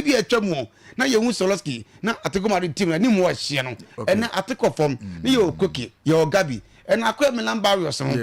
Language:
Akan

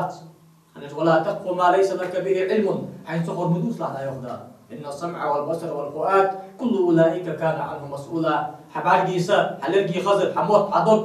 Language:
Ingush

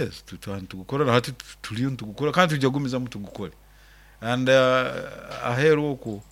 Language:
Nyoro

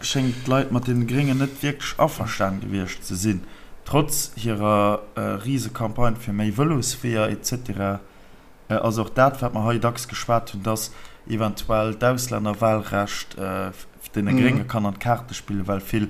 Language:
Luxembourgish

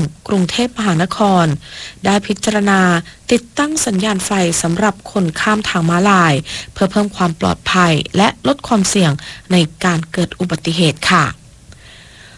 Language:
Thai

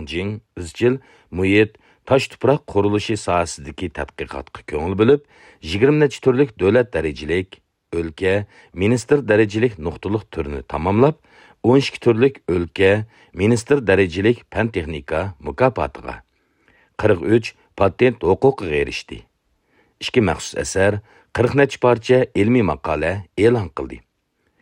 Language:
Uyghur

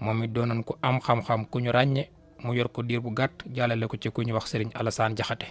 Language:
Wolof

